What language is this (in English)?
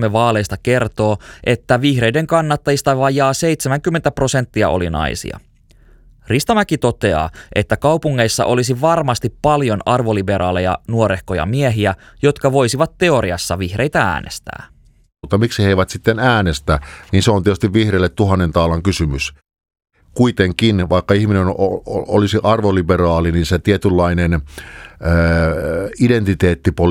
Finnish